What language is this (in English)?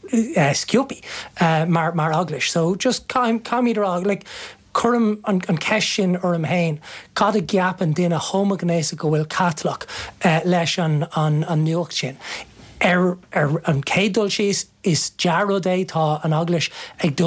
Irish